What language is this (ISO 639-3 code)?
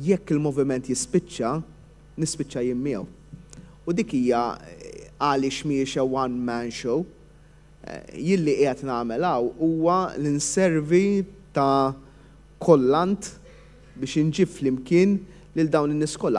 mlt